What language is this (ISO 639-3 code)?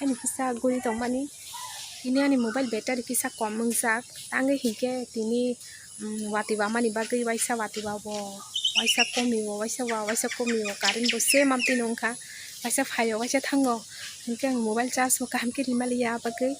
trp